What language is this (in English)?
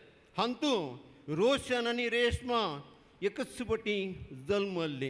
Konkani